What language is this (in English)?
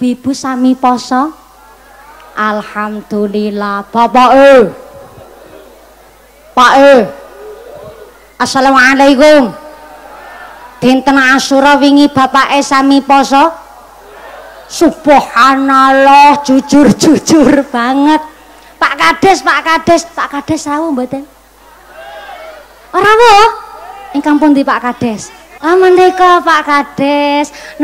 Javanese